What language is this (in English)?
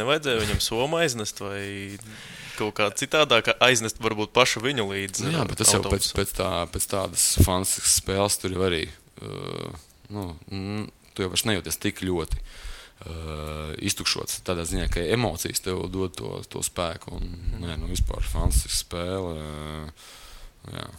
Latvian